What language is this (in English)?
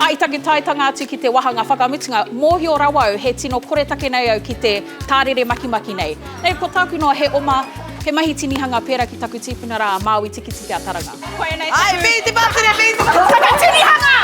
Māori